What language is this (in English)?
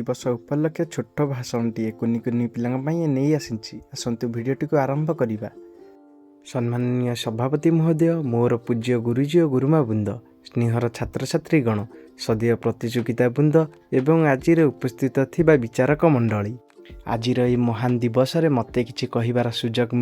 Odia